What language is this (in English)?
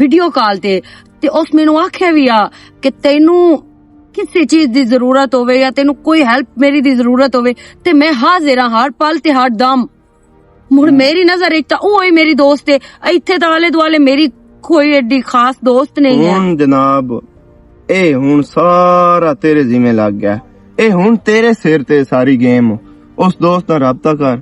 Western Panjabi